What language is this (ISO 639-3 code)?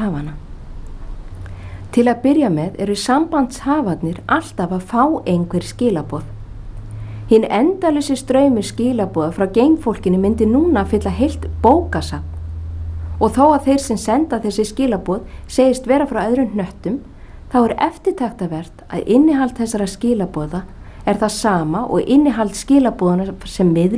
isl